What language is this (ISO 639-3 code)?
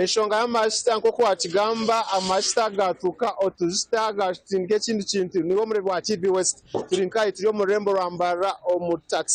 nyn